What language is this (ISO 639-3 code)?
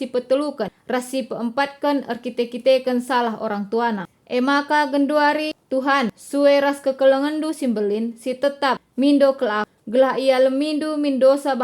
btx